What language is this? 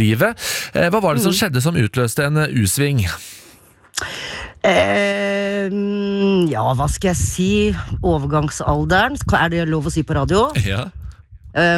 Norwegian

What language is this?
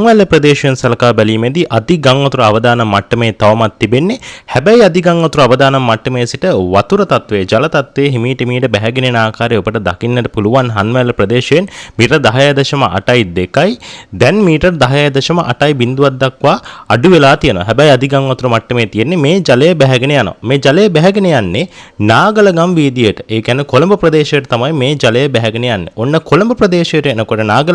Sinhala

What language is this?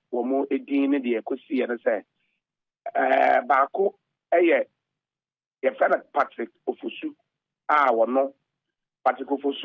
Akan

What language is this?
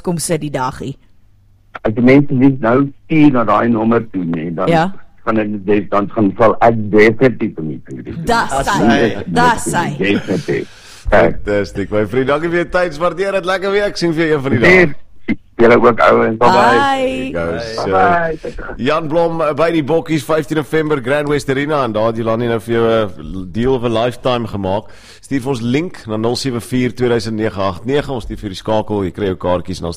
Afrikaans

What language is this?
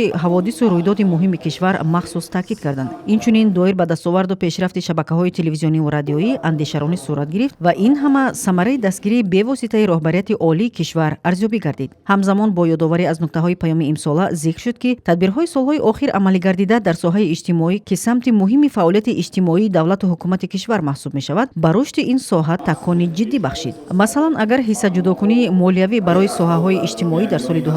Tajik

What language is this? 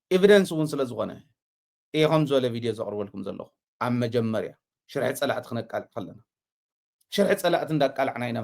Tigrinya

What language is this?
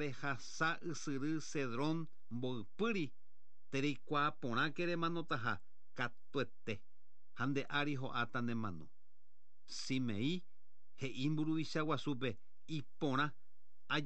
Guarani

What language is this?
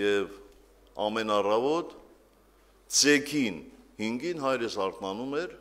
Armenian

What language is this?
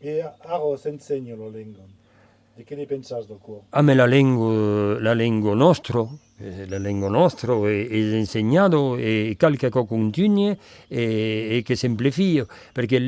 Occitan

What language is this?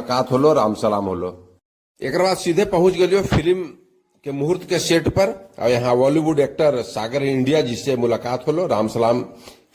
Magahi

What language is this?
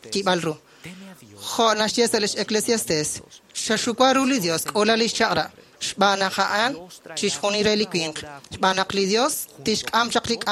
Kekchí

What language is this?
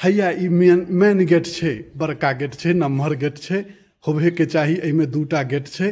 Maithili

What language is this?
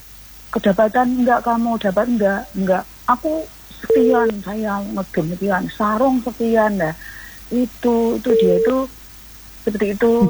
Indonesian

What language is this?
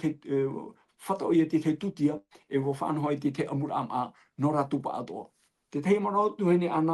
Tahitian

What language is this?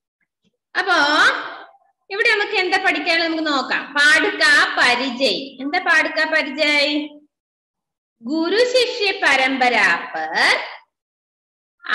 Malayalam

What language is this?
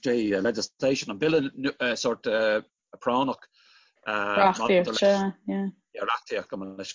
Irish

